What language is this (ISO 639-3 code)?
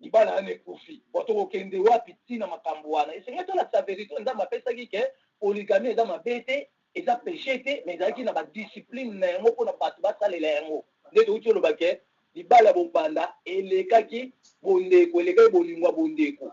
lin